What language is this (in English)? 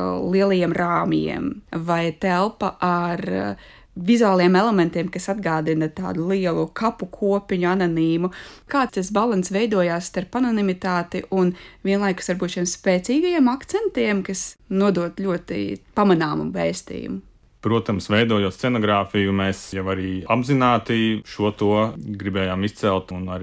Latvian